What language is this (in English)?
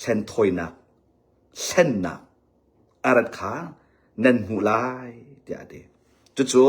Hakha Chin